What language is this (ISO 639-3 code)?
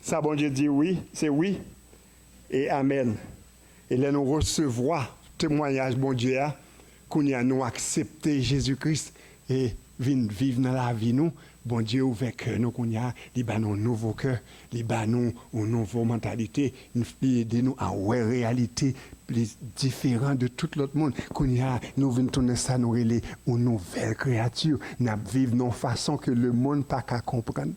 hat